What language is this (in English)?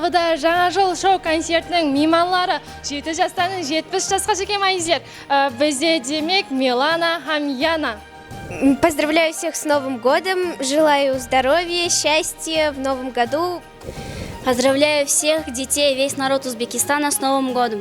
Kara-Kalpak